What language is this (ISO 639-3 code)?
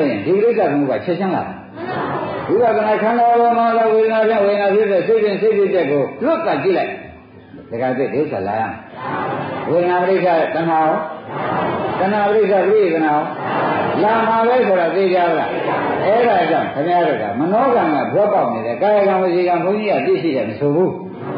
mya